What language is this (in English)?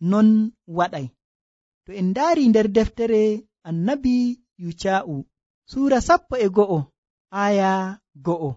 Nigerian Fulfulde